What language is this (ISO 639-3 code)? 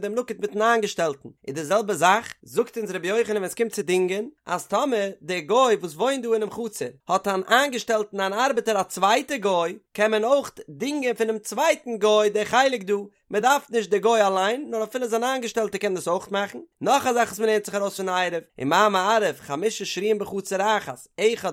yid